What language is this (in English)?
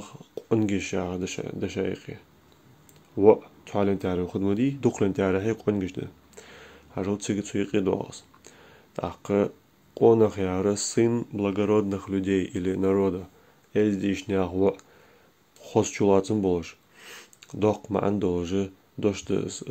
Ingush